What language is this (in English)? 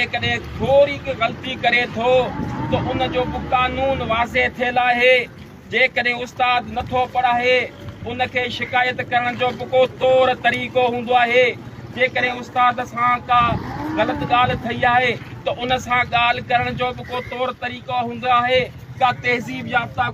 Sindhi